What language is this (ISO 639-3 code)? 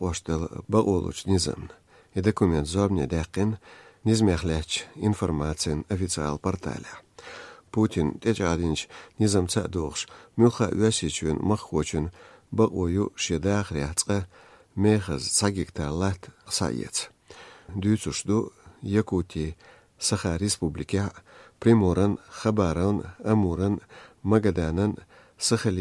che